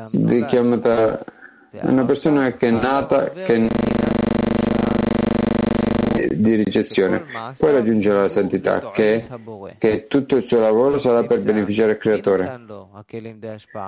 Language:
Italian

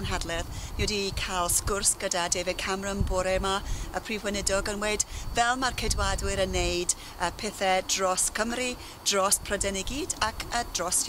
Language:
Welsh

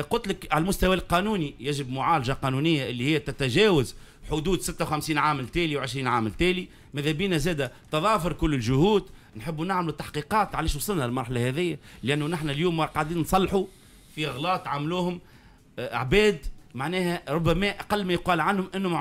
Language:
Tunisian Arabic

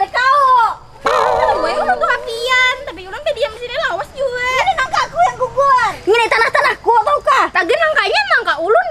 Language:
Banjar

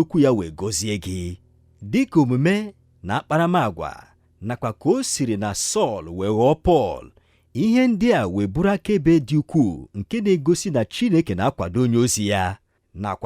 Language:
Igbo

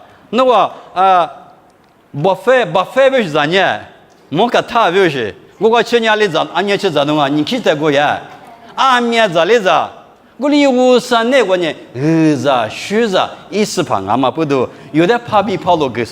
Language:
Lisu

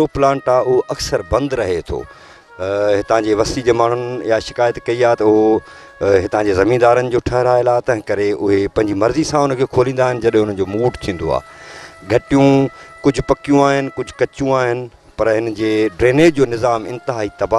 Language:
Sindhi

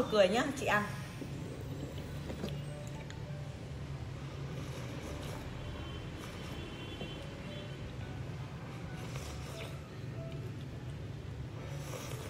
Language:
Vietnamese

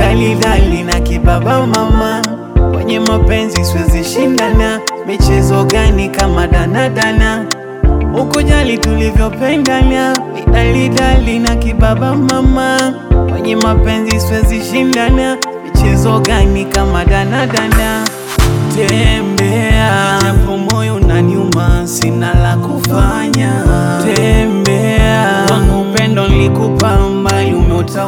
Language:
Swahili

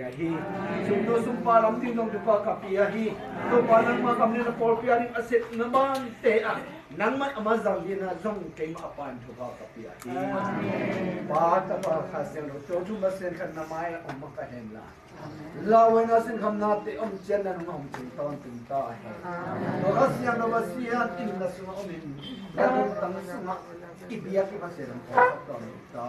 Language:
Tedim Chin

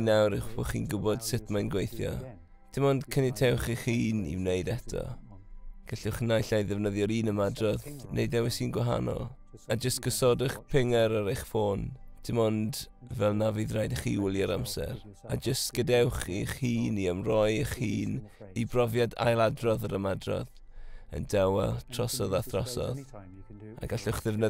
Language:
Welsh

